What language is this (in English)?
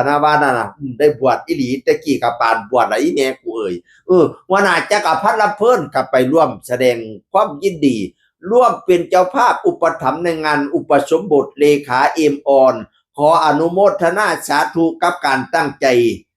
Northeastern Thai